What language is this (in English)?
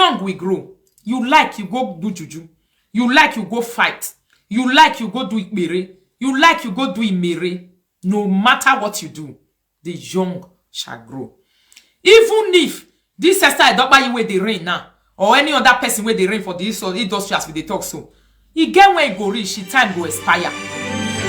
Nigerian Pidgin